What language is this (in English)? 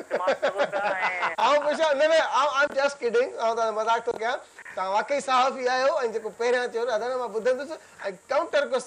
Sindhi